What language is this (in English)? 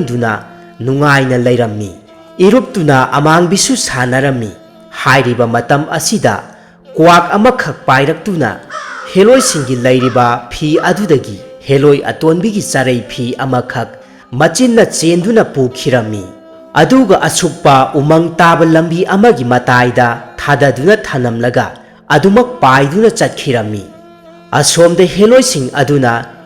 Manipuri